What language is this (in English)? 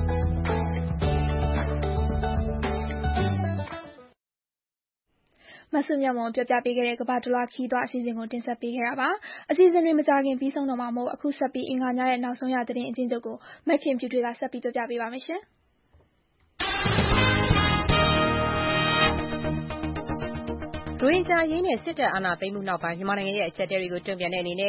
Burmese